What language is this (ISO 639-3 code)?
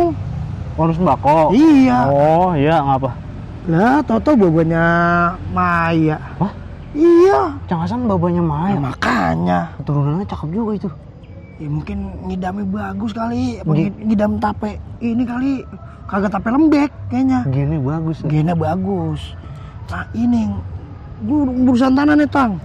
bew